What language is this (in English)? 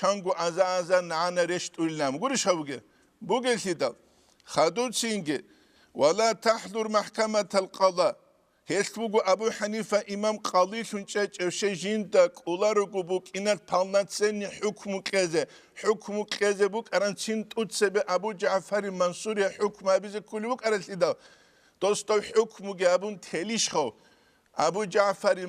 Avaric